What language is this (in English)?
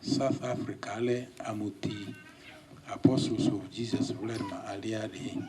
Lugbara